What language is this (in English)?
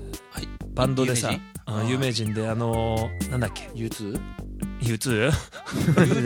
Japanese